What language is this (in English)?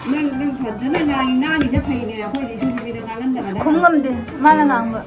Manipuri